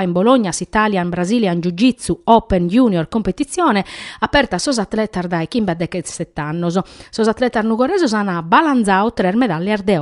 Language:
Sardinian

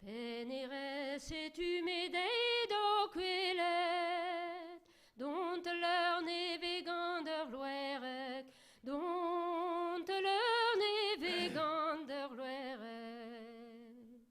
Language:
Breton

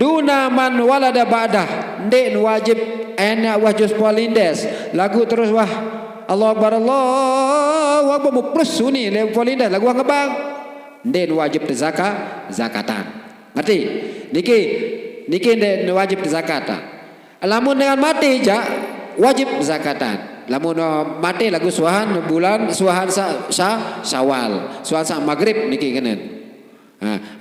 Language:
Sasak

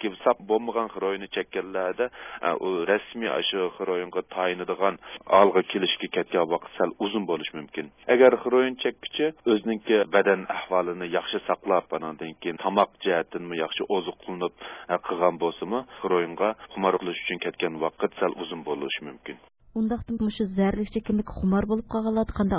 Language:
Uyghur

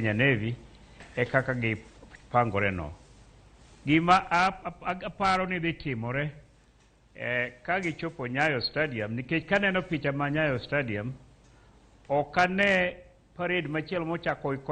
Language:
Luo (Kenya and Tanzania)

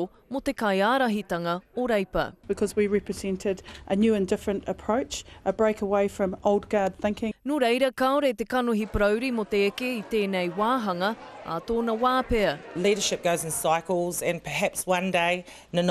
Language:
Māori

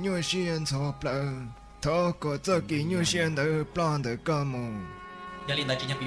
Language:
Hmong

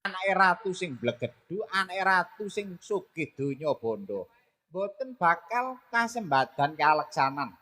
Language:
Javanese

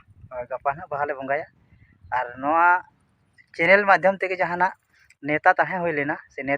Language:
Santali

